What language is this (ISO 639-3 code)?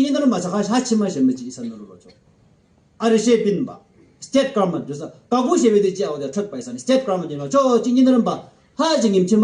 yim